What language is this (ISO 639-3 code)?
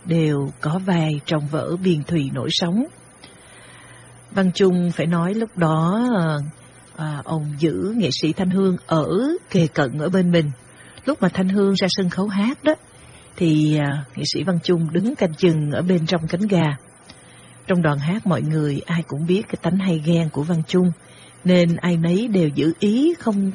vie